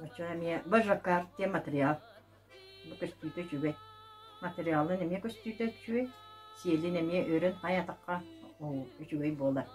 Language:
Yakut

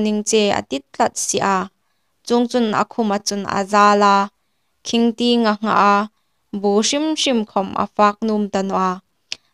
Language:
Hmar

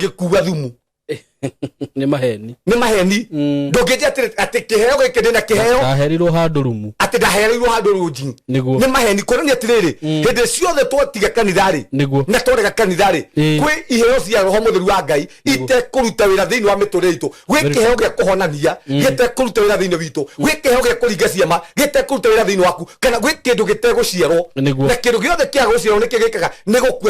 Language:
Kikuyu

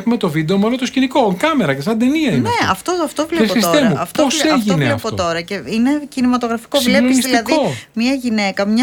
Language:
Greek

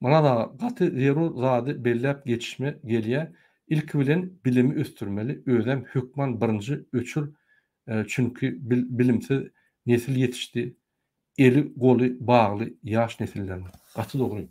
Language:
Turkmen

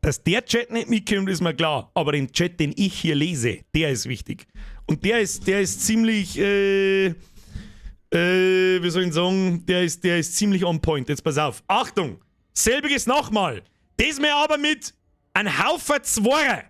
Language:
Bavarian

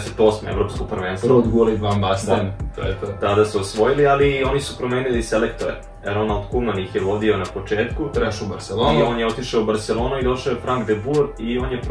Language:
Serbian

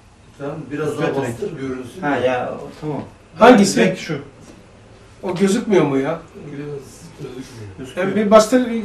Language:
Turkish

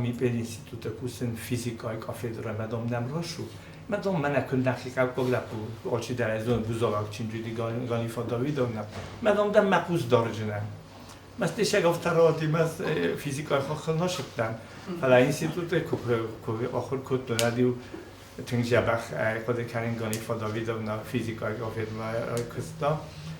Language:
Ossetic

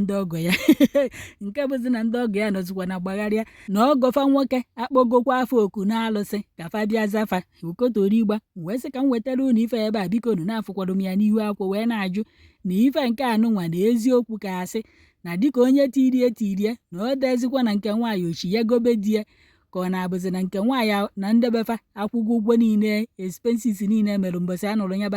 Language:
Igbo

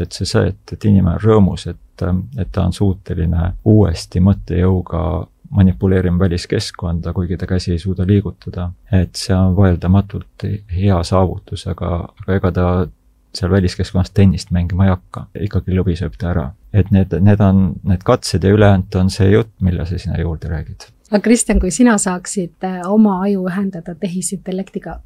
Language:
Estonian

